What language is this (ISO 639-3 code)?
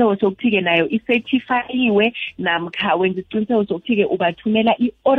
nbl